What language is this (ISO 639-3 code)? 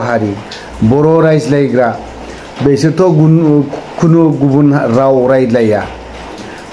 brx